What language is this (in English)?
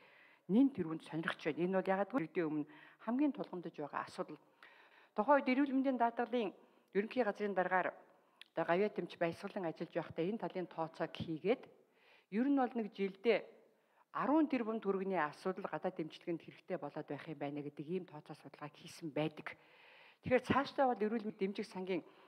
Mongolian